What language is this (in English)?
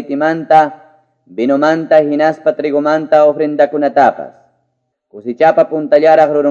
Quechua